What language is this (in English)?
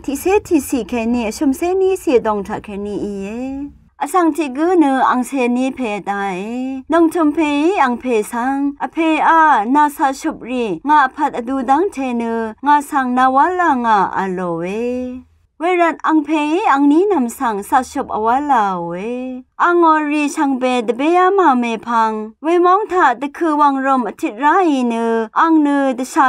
Rawang